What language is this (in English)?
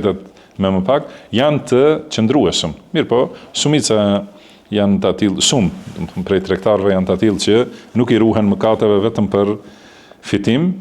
Albanian